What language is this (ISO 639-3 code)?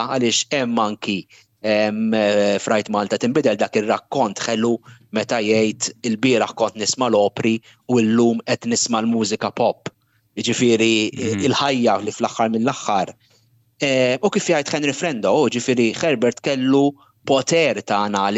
mlt